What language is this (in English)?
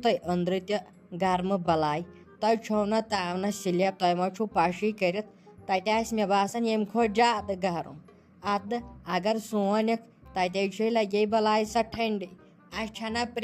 Kashmiri